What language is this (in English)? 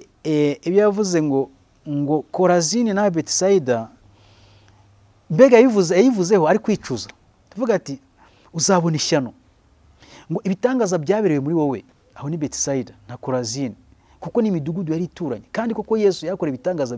Kinyarwanda